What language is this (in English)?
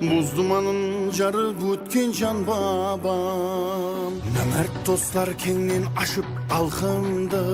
Kara-Kalpak